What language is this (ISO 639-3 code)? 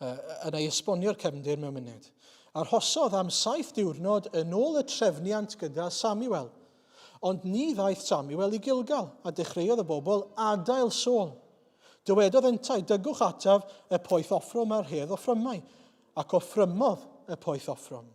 cym